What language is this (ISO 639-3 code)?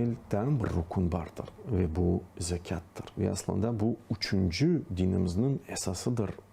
crh